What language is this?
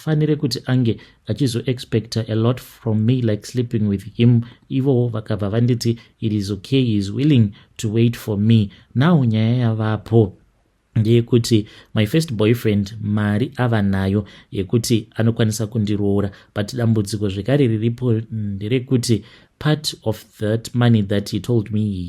Shona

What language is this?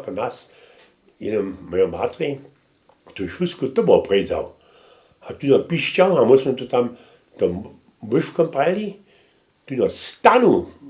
Upper Sorbian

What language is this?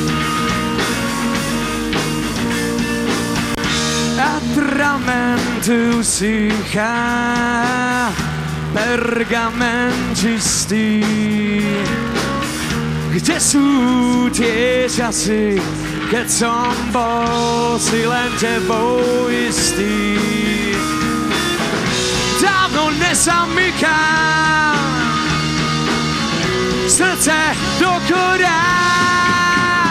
Slovak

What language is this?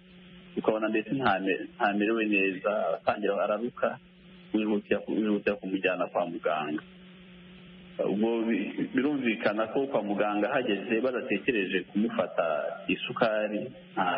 Kinyarwanda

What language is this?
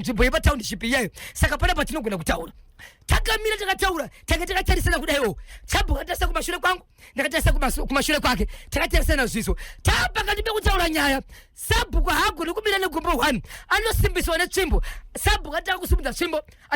Shona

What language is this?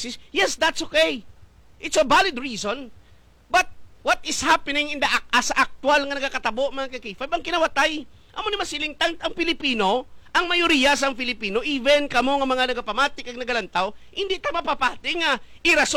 Hiligaynon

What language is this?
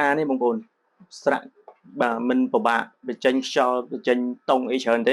Khmer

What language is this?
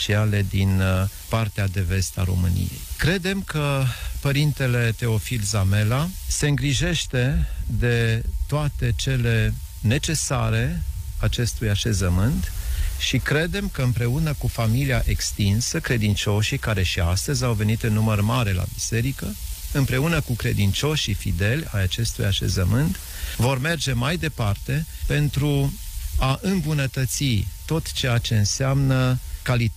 Romanian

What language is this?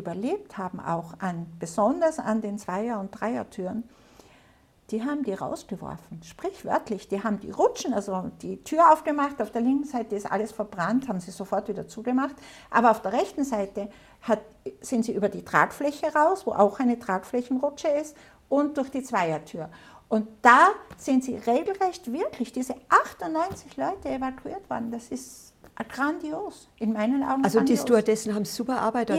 German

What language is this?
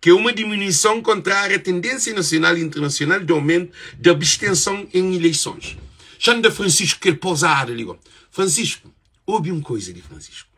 Kabuverdianu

